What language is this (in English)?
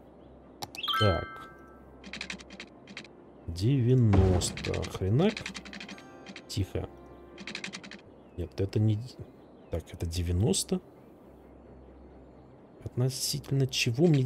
Russian